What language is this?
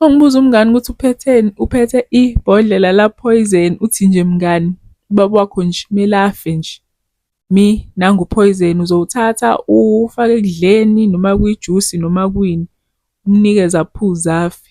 Zulu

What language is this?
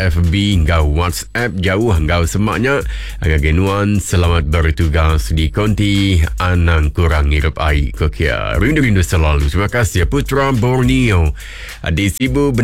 Iban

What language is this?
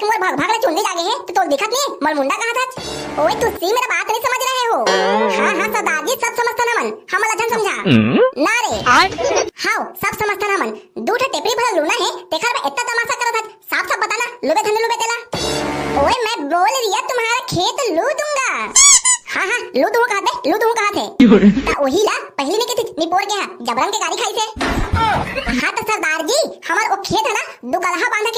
Chhattisgarhi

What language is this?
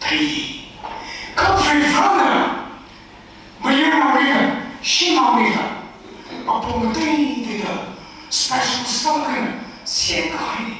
Tangkhul Naga (India)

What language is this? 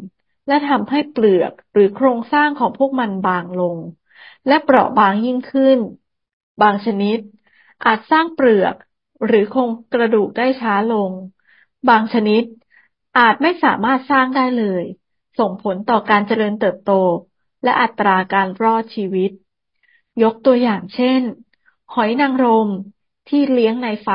Thai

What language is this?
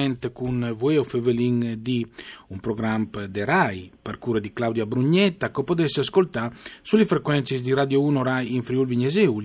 Friulian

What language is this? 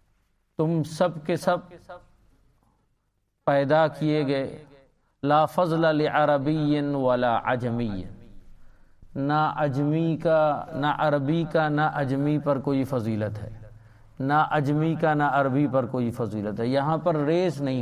Urdu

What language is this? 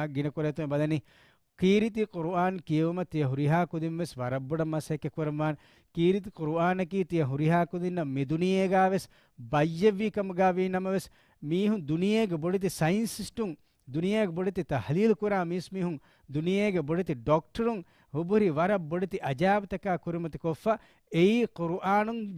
Divehi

